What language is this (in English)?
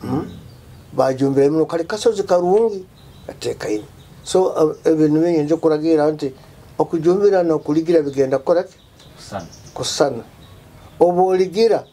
Nyoro